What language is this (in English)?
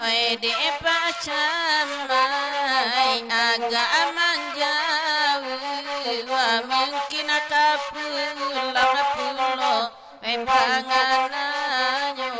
Minangkabau